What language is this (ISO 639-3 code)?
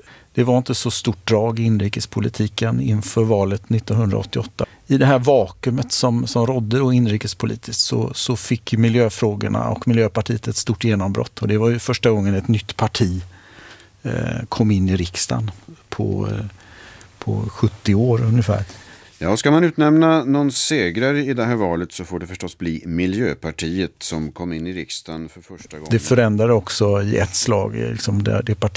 swe